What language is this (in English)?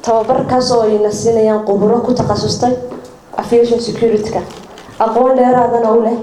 Somali